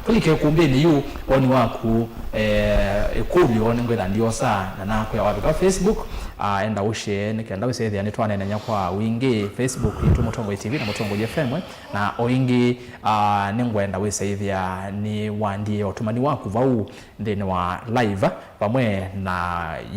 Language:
Kamba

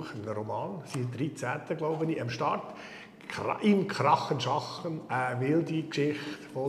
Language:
Swiss German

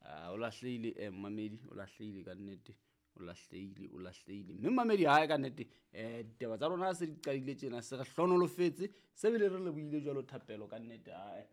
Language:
Southern Sotho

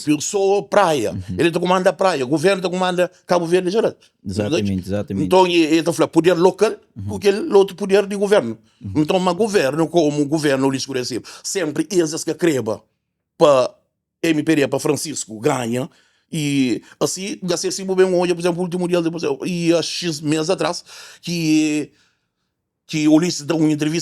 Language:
Kabuverdianu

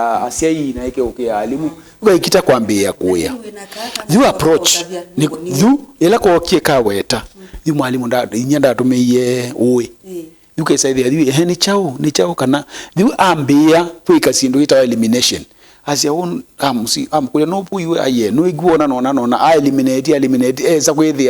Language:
Kamba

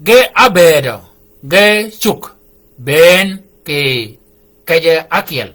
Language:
Shilluk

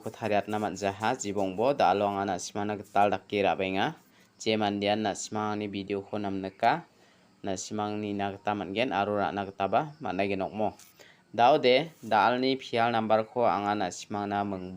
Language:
Garo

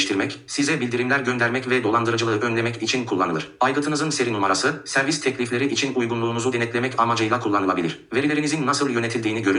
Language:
Turkish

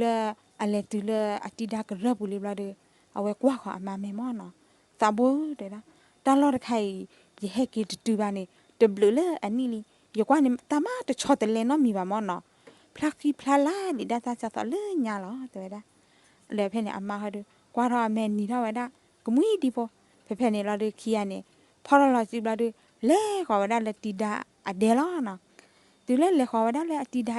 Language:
S'gaw Karen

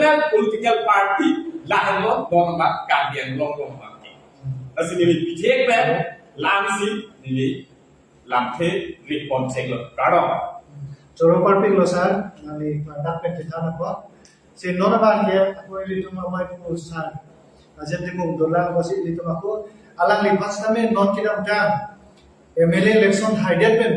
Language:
Karbi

